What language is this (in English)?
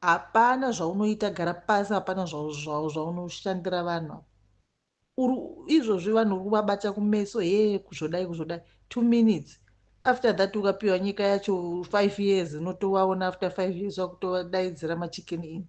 Shona